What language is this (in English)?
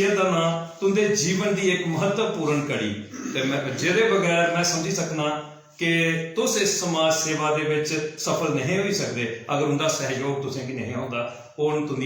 Dogri